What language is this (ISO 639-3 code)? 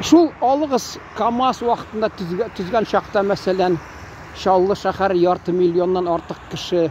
tat